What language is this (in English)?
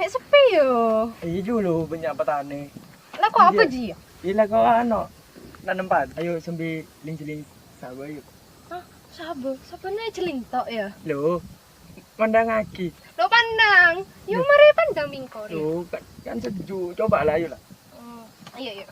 Madurese